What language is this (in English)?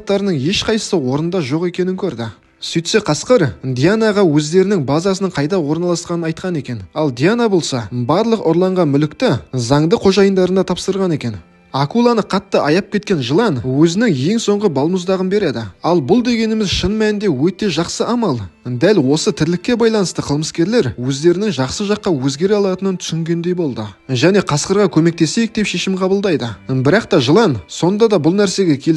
Kazakh